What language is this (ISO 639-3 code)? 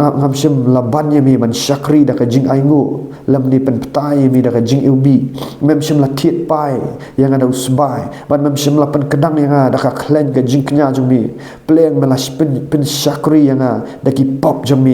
kha